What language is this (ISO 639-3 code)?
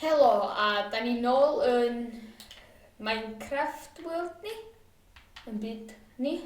cym